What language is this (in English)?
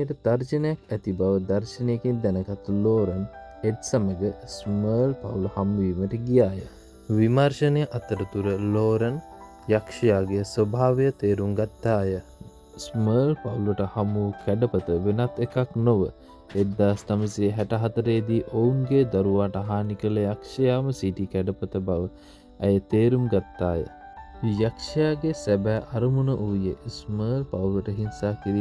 Sinhala